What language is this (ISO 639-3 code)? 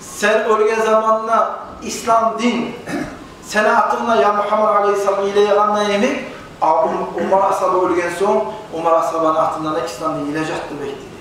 kum